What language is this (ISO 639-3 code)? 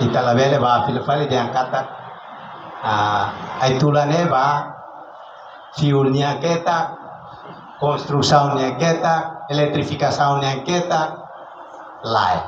tet